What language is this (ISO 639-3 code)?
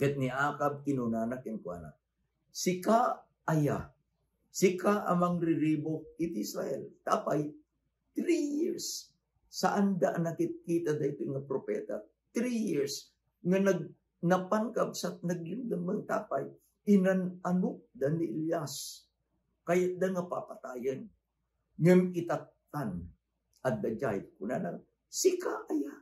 ilo